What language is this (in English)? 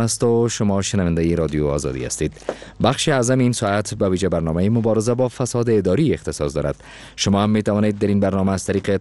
Persian